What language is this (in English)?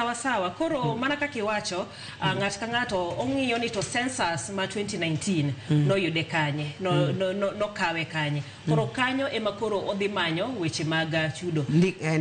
Luo (Kenya and Tanzania)